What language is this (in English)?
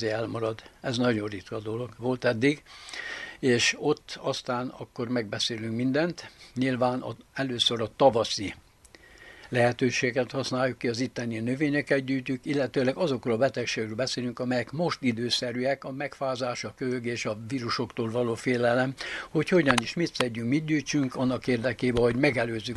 Hungarian